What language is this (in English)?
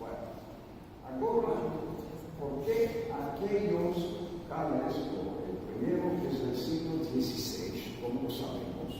Ladino